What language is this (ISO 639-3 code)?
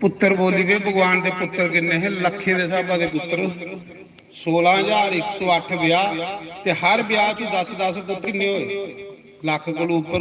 doi